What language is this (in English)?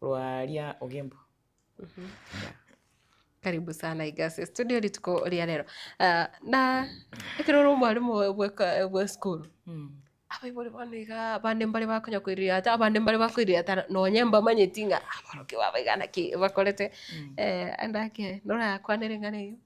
Gusii